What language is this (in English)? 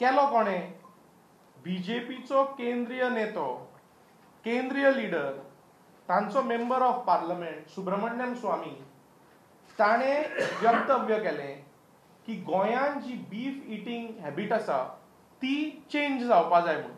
Konkani